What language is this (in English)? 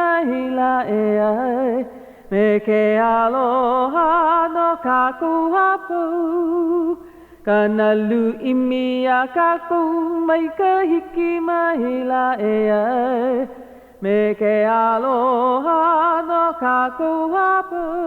Hawaiian